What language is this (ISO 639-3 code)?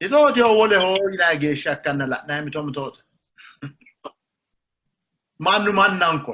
sid